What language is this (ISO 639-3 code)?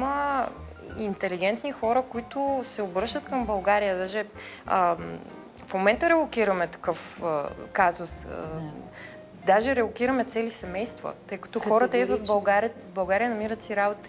bul